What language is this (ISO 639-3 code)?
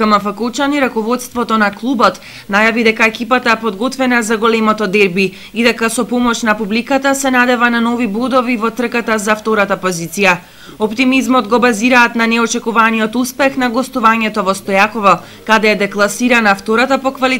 mkd